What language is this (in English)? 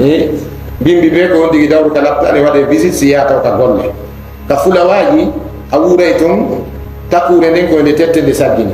Fula